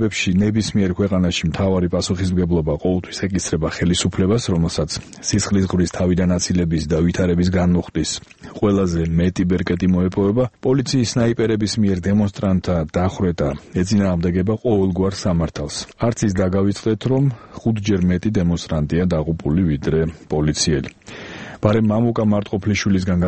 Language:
Georgian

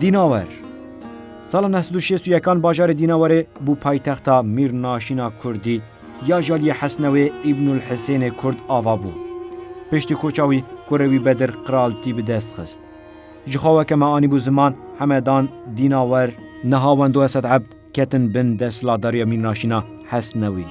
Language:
Kurdish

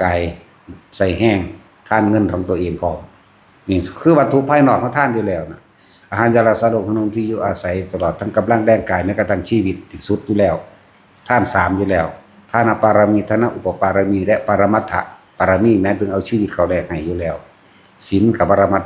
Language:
Lao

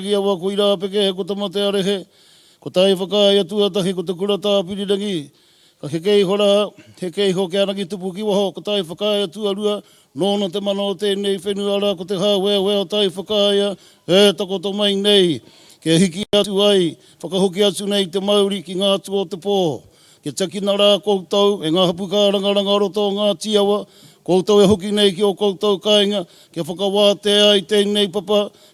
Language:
Māori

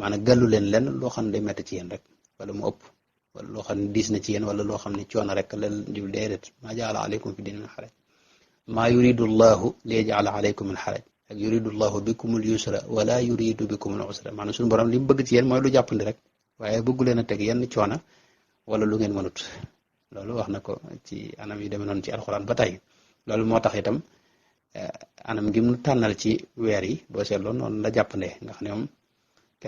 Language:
Wolof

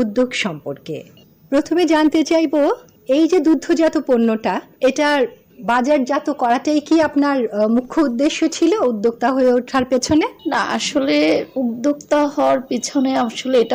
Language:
Bangla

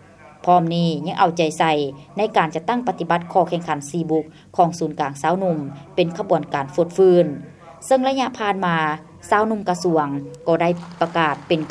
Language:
Lao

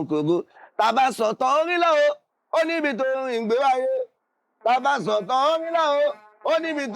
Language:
Yoruba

